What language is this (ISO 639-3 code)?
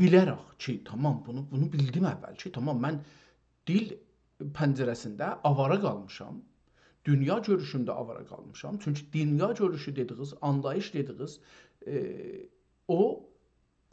azb